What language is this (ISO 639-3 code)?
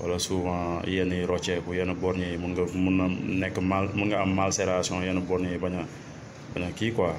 wol